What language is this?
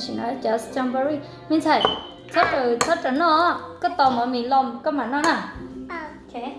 Hmong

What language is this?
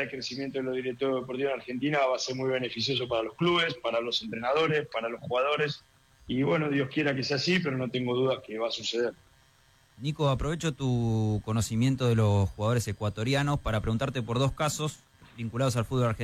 Spanish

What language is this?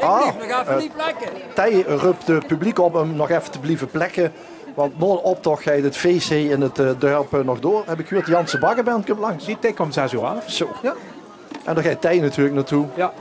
Limburgish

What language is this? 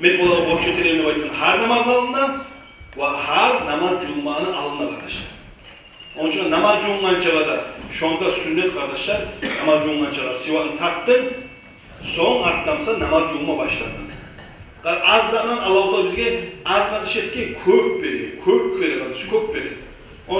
Kumyk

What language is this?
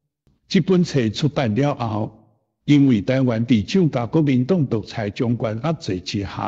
Min Nan Chinese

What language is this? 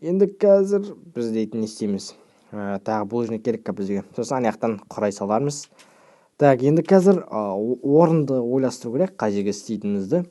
Kazakh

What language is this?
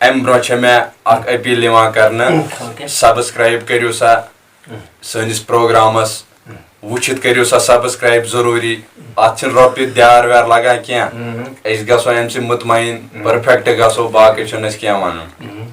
Kashmiri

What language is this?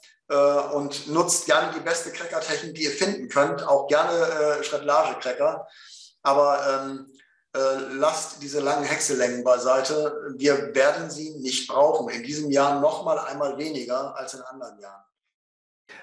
German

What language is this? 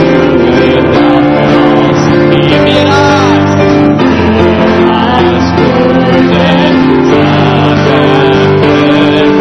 Afrikaans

